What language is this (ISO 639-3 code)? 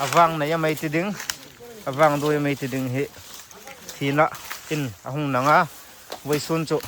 hmr